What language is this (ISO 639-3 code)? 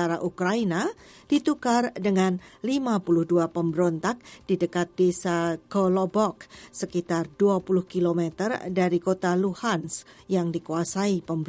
ind